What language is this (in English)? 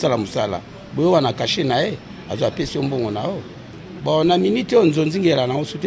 Lingala